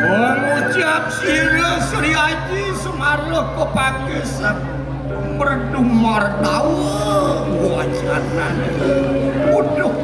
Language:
Balinese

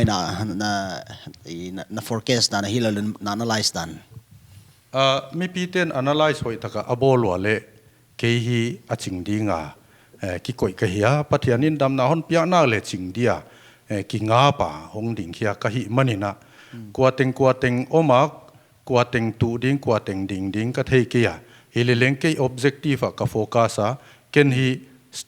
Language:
Paite Chin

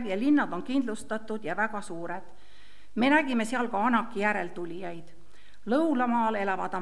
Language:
Estonian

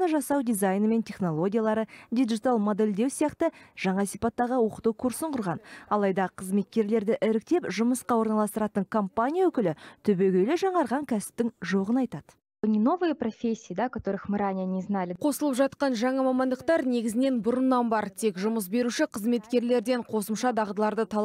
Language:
Kazakh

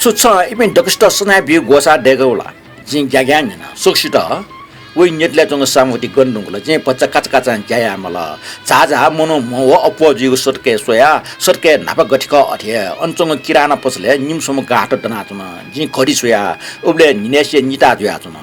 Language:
Newari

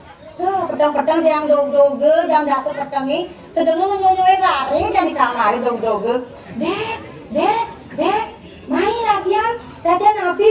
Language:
Balinese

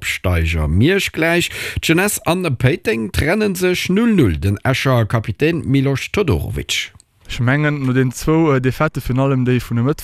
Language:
Luxembourgish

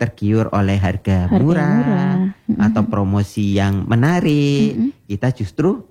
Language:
Indonesian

